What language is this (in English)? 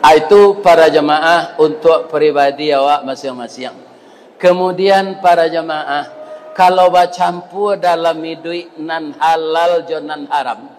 Minangkabau